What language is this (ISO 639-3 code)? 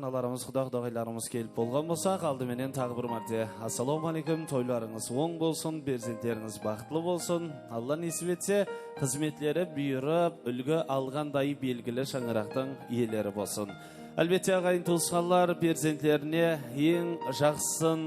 kaa